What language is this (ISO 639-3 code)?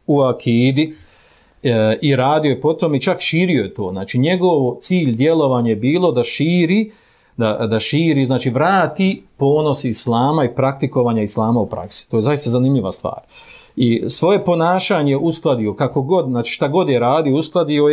bos